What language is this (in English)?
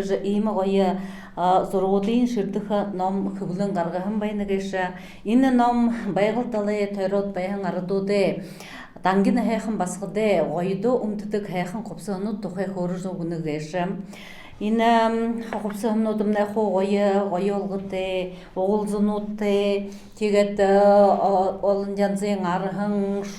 Buriat